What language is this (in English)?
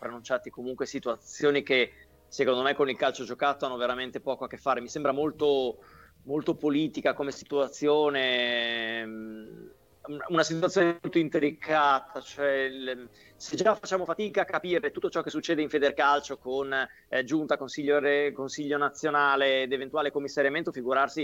Italian